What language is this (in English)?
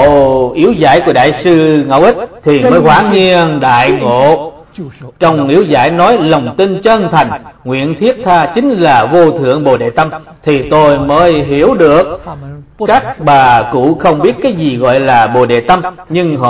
Vietnamese